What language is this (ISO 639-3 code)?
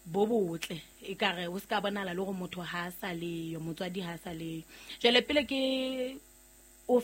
sot